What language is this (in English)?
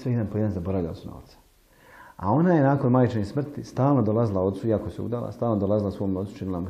Bosnian